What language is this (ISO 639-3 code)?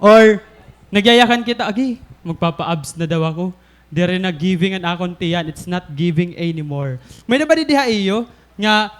war